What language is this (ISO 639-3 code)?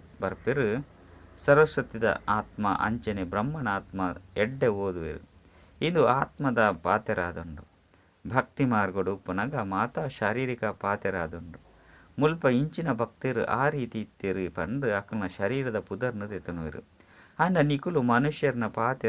tcy